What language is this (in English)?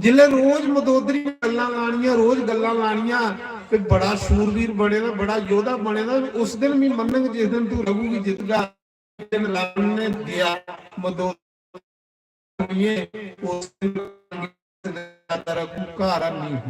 Dogri